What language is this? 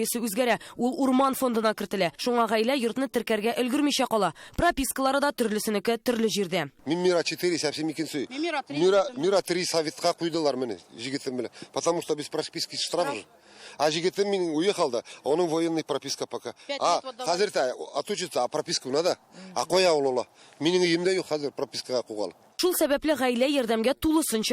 Tatar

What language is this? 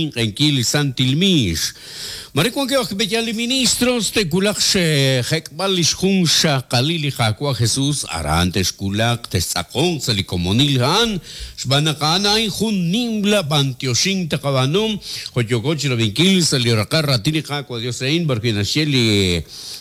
Kekchí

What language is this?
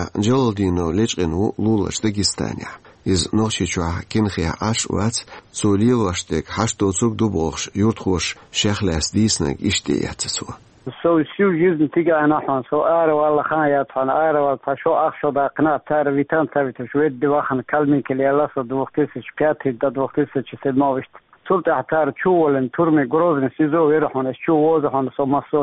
Chechen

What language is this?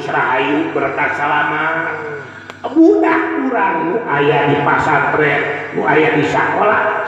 Sundanese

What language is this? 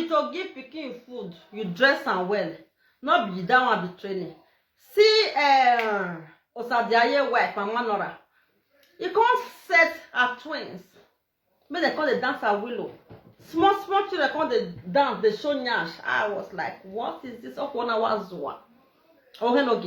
Nigerian Pidgin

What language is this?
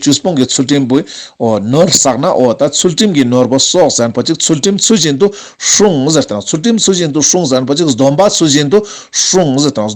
Ladakhi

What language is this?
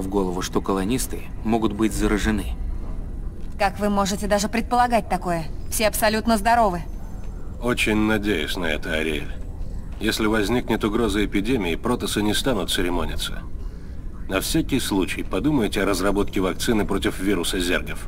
Russian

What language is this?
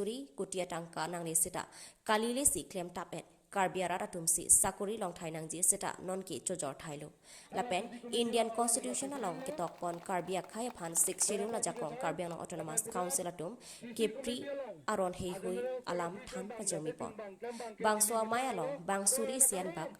Karbi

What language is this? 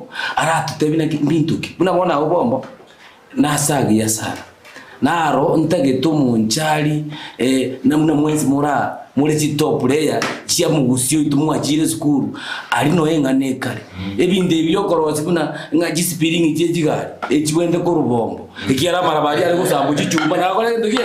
Gusii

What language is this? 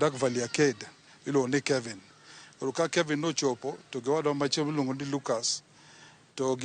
Luo (Kenya and Tanzania)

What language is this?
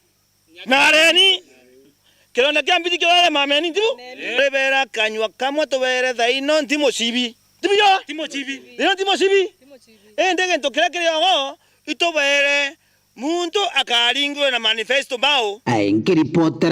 Meru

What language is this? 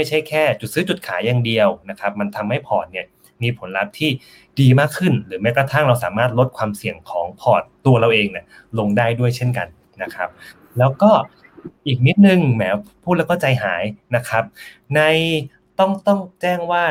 Thai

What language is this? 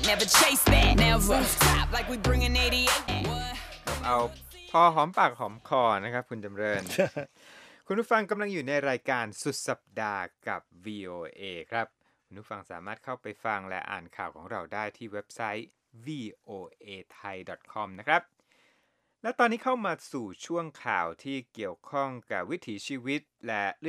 Thai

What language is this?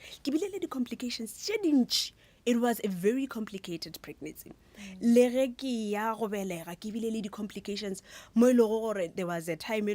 Northern Sotho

